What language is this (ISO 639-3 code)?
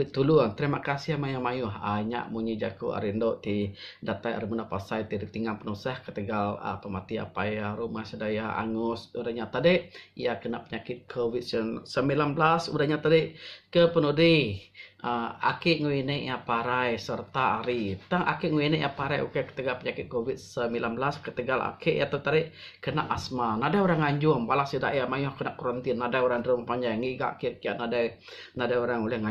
iba